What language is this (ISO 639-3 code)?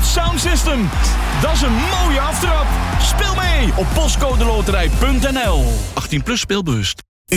nld